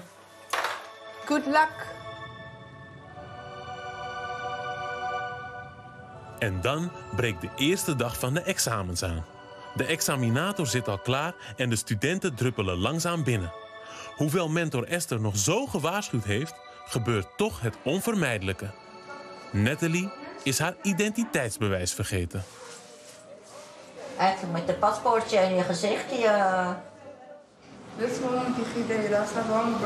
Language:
Dutch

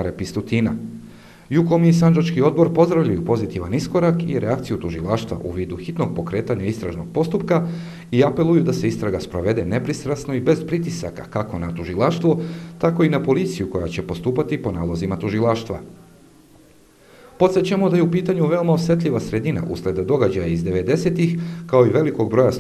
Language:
Bosnian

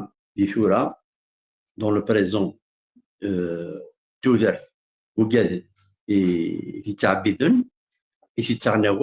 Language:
Kabyle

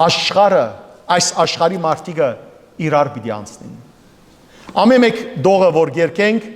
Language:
Western Armenian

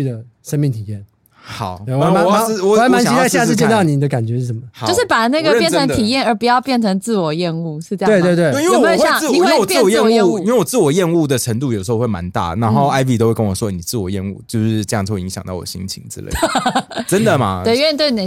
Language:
Chinese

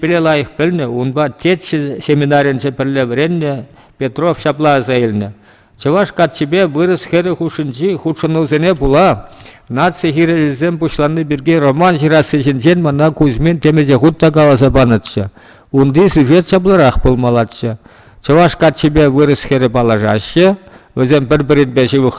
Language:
Chuvash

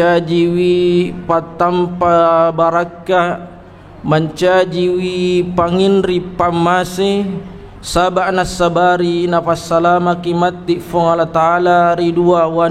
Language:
Buginese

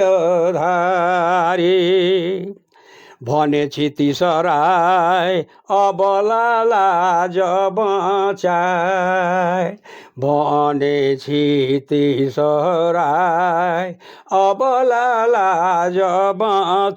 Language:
Sadri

